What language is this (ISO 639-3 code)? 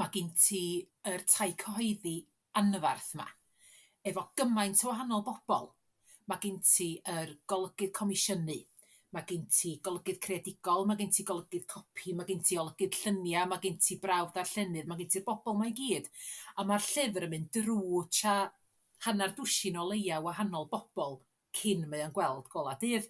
cym